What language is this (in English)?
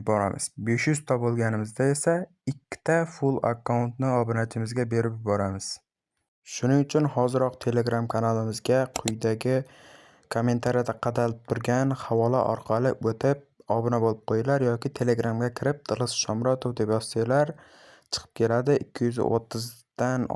Uzbek